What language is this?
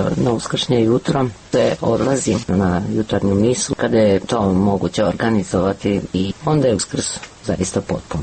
Serbian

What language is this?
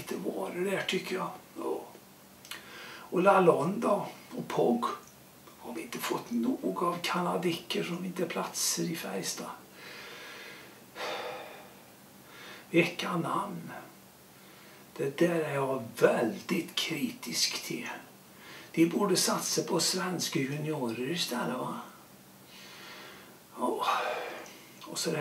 Swedish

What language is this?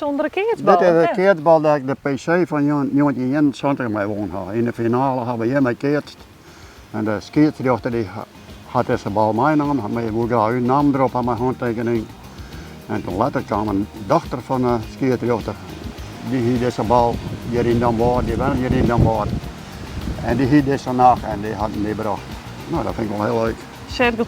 Western Frisian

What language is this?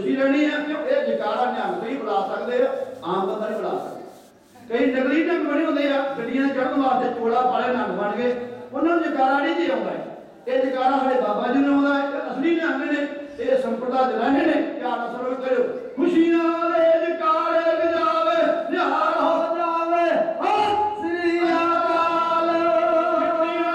Punjabi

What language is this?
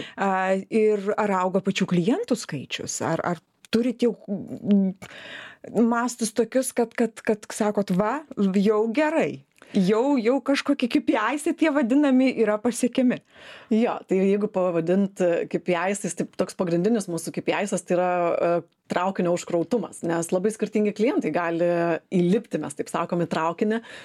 Lithuanian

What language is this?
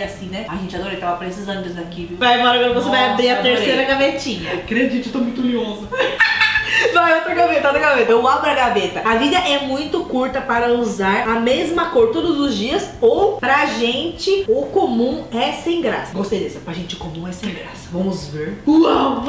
Portuguese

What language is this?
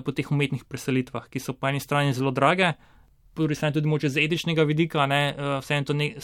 Slovenian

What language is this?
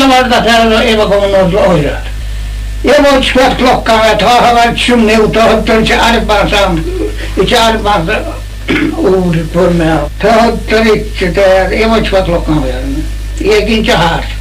Faroese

